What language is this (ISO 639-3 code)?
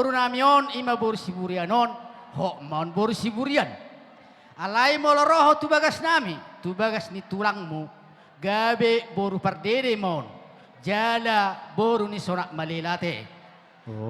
bbc